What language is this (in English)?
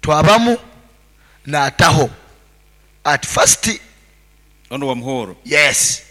Nyoro